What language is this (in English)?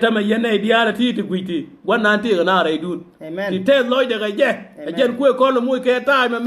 Nuer